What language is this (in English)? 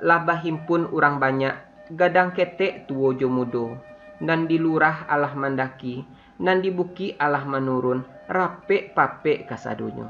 Minangkabau